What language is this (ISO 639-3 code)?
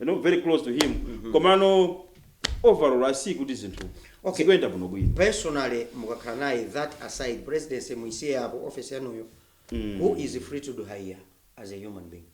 nya